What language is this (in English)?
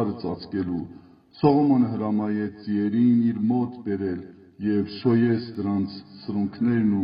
Armenian